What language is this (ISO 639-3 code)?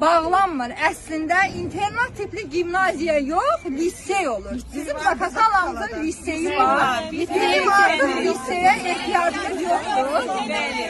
aze